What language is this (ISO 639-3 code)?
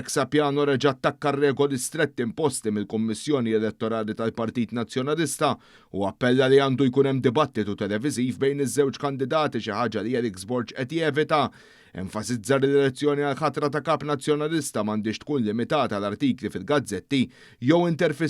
mlt